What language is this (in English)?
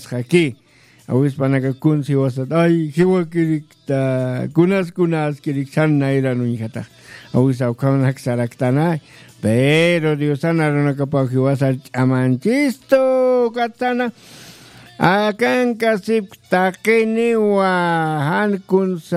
Aymara